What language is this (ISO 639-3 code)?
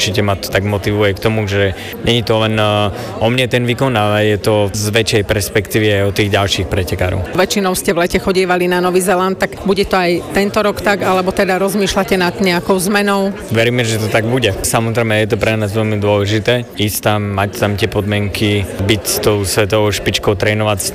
slk